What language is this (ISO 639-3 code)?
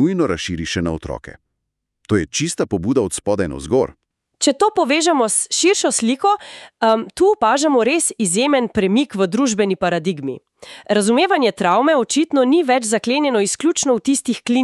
slv